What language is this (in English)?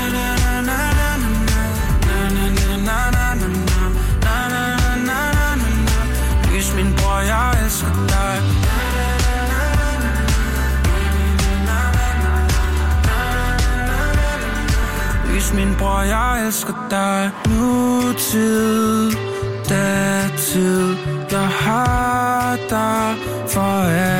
Danish